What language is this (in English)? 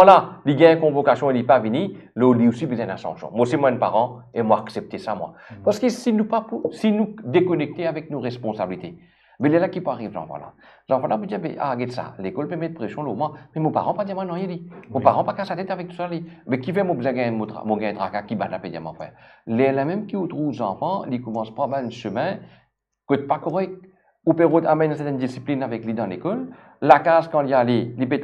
Morisyen